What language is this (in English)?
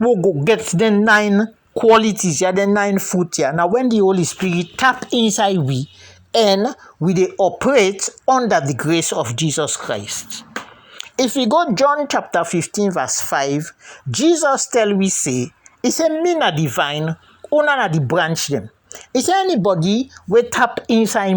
Krio